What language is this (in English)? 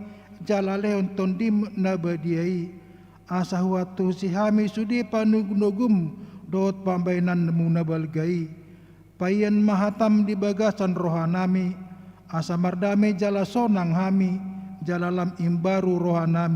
Batak Toba